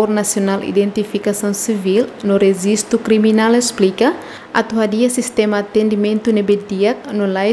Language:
Tetum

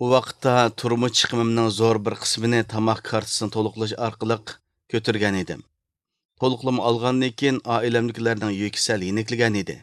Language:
Uyghur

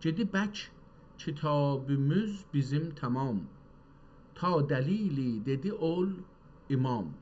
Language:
South Azerbaijani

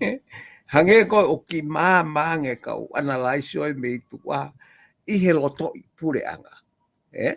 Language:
Tongan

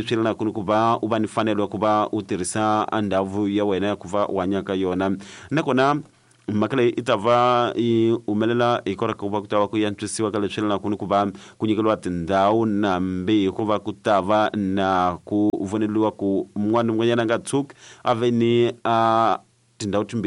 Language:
Tsonga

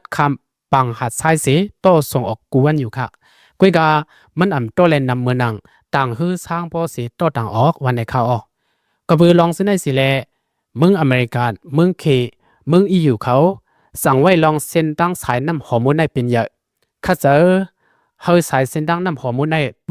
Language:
Shan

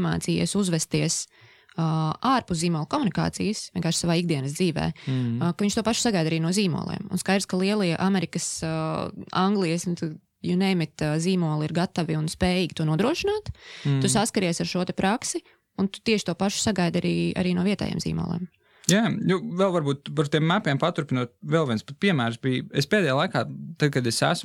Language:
Latvian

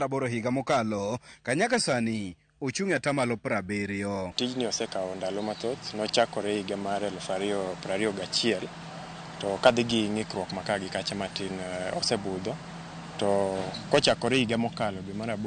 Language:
Luo (Kenya and Tanzania)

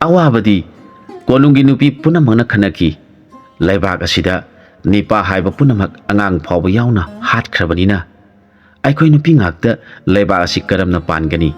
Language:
Manipuri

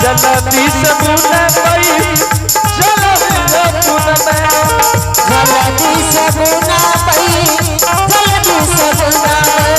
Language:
Angika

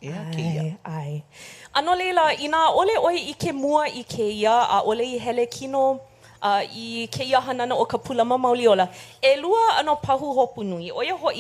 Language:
Hawaiian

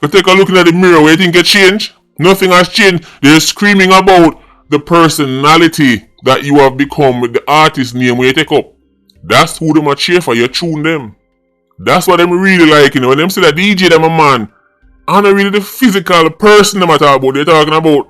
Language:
Jamaican Creole English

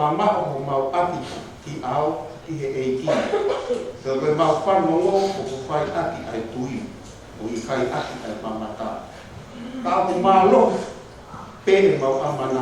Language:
Tongan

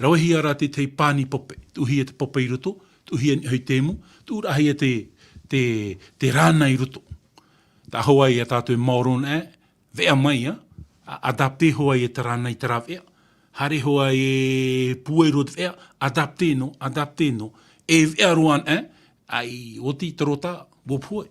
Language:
Tahitian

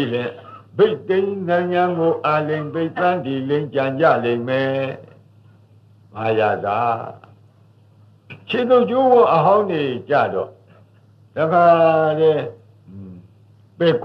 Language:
Burmese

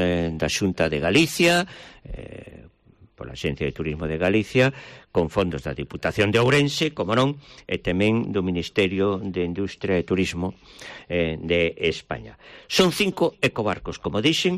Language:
Galician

